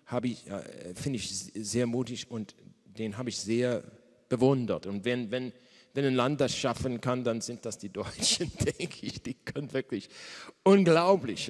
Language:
German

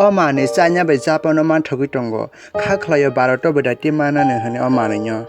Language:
Kok Borok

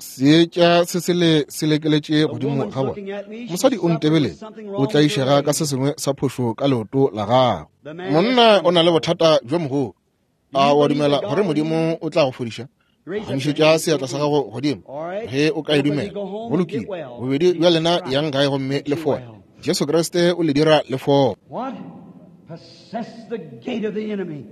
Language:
Northern Sotho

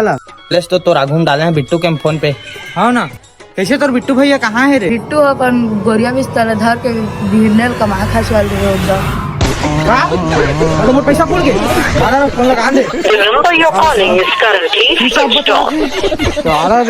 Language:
Chhattisgarhi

